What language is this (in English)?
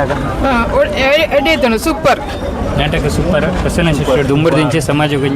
Tulu